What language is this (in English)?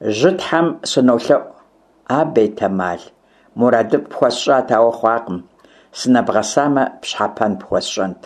Kabardian